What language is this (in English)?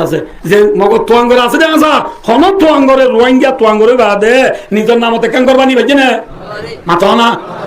Rohingya